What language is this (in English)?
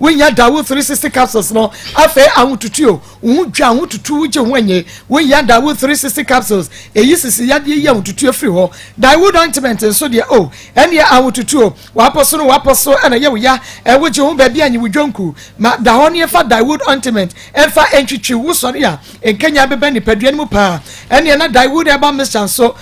Akan